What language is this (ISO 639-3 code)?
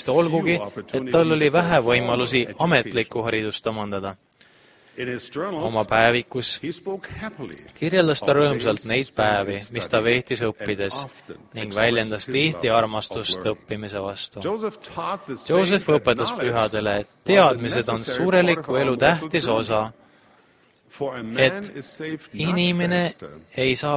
est